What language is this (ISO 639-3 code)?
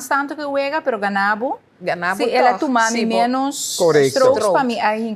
pap